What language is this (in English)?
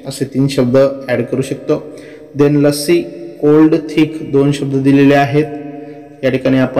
Marathi